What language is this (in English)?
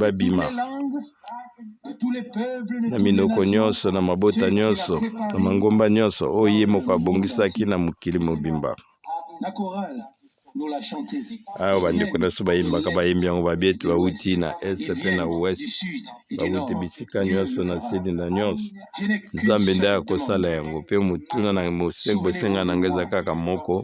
Lingala